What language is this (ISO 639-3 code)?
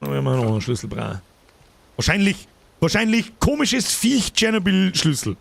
bar